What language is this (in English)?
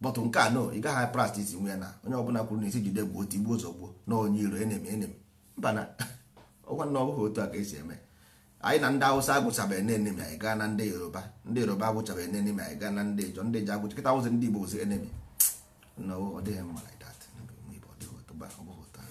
Igbo